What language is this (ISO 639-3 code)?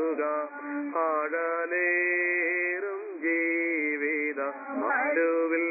mal